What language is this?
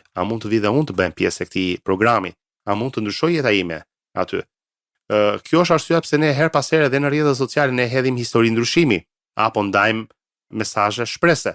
Albanian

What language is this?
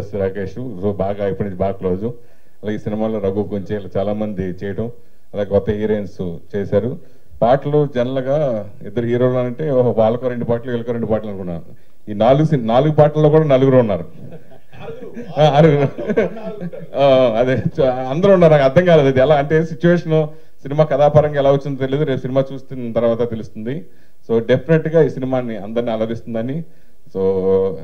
Telugu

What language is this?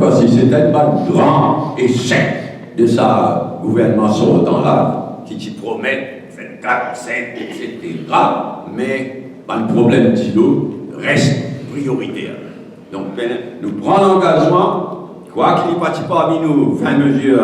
Morisyen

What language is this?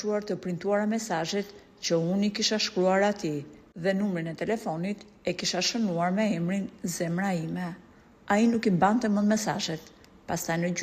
Albanian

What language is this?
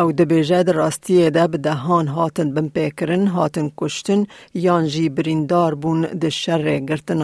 Kurdish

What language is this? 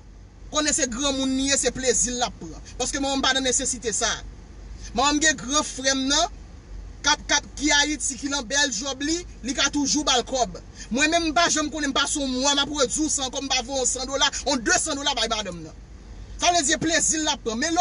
Haitian Creole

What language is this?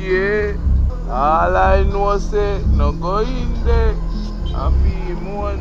Jamaican Creole English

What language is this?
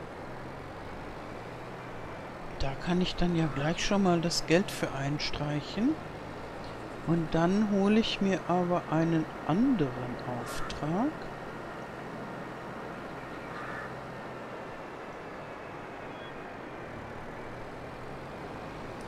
German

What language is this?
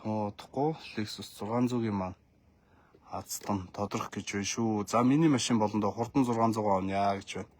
Mongolian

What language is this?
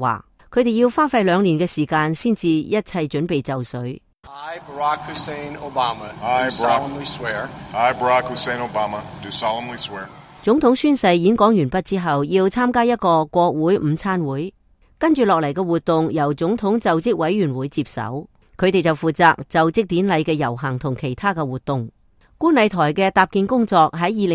Cantonese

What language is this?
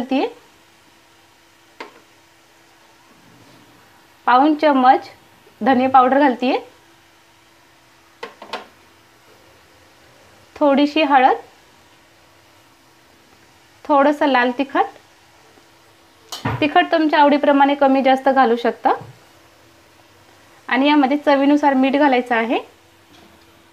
Marathi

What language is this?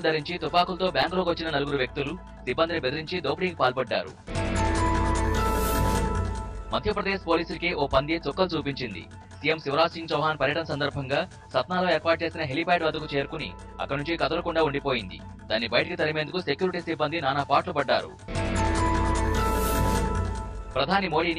Telugu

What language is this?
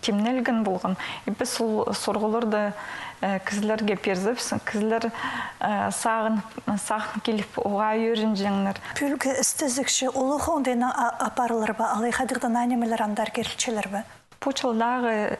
Khakas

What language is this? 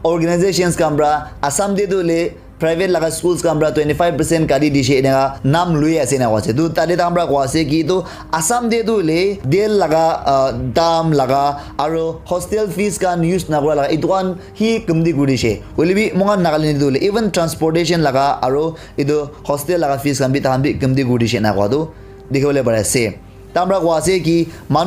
Naga Pidgin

